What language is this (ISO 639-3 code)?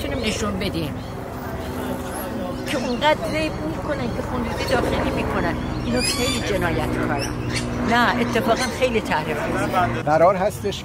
fas